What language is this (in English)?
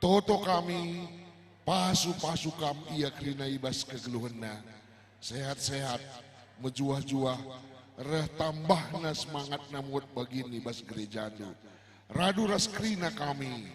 Batak Karo